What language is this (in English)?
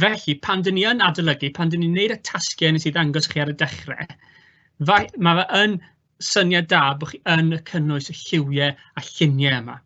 Welsh